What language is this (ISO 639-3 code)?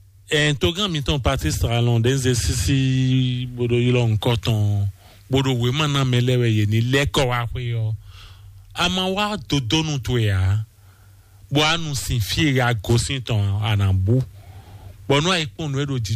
fon